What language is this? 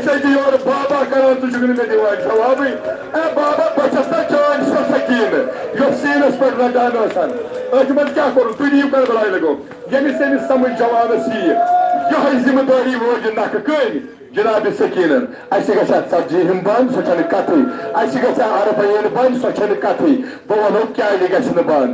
Kashmiri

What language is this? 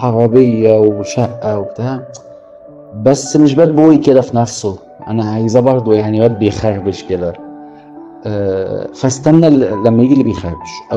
Egyptian Arabic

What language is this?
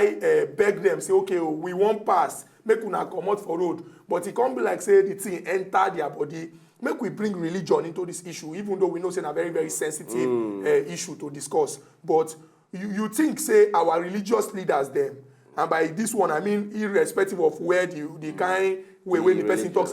Nigerian Pidgin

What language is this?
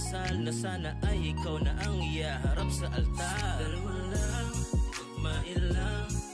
Filipino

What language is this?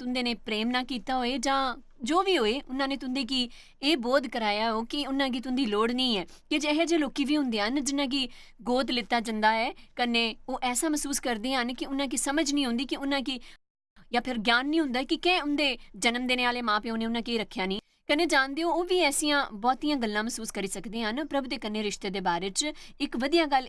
Dogri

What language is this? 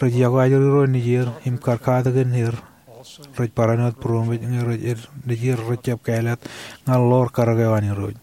Marshallese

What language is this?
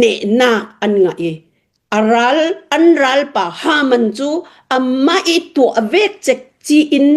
Hakha Chin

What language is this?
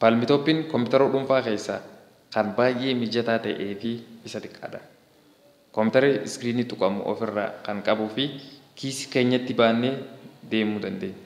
Oromo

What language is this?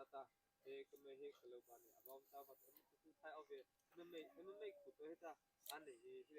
Mara Chin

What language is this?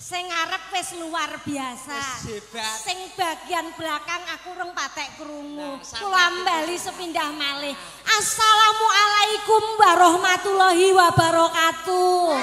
Javanese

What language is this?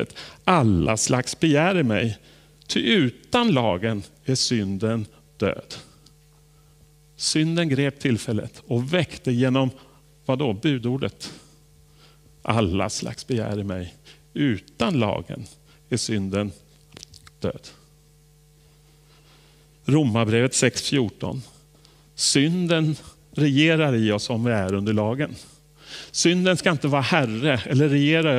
Swedish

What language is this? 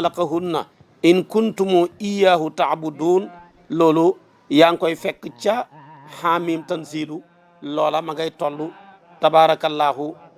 Wolof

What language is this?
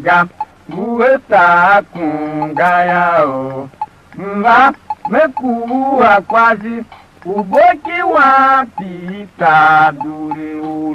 Tiv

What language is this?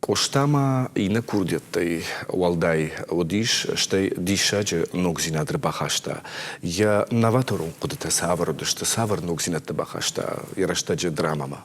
Ossetic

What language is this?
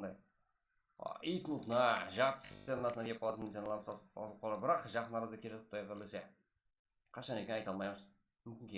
Kara-Kalpak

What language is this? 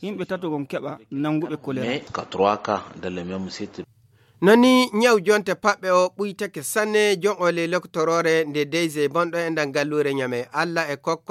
Fula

